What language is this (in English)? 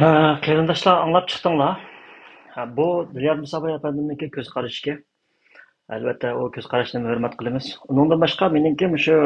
Uyghur